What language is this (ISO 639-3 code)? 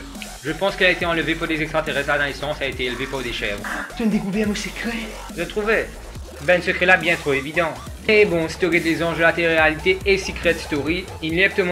mfe